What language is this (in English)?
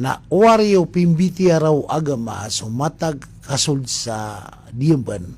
Maranao